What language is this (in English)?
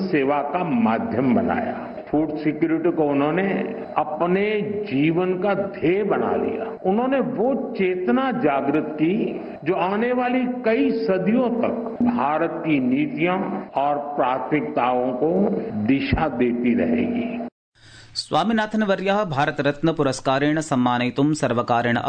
Sanskrit